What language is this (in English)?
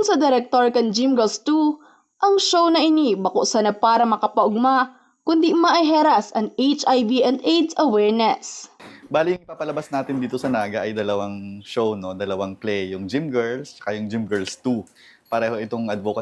Bikol